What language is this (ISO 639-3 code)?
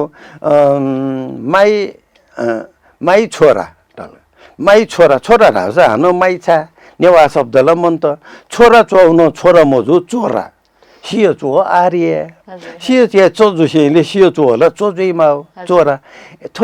new